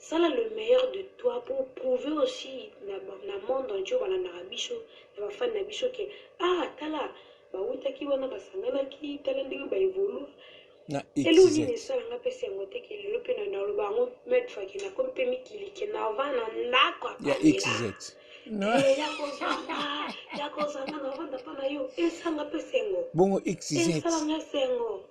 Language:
Lingala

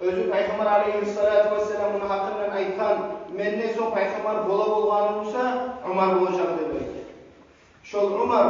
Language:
Kumyk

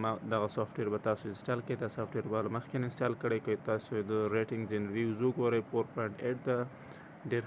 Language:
Pashto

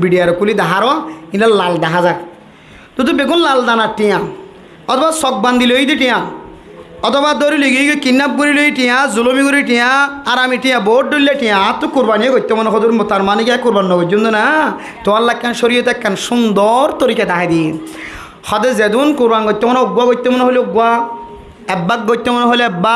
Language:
Rohingya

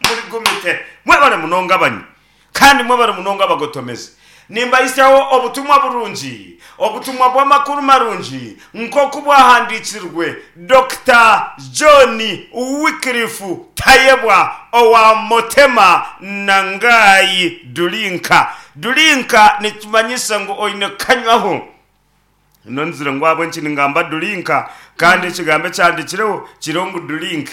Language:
Nyankole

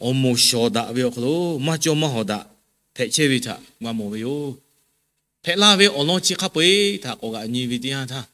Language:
Lahu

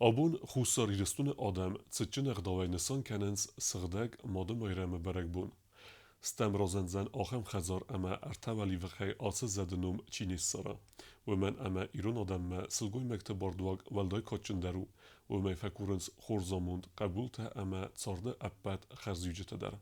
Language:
Ossetic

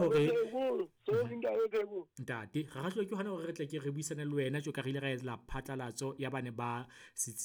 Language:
Southern Sotho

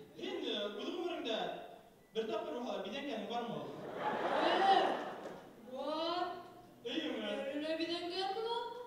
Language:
Bashkir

